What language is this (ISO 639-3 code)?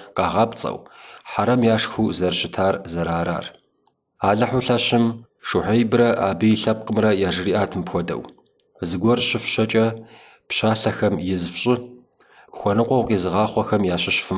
kbd